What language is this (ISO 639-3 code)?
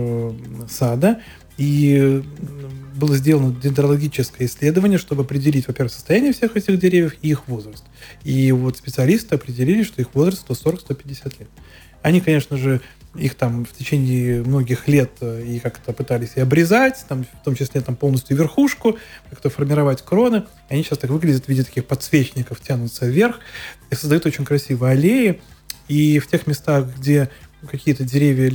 rus